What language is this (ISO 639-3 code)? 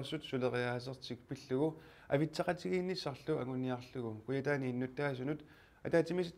kal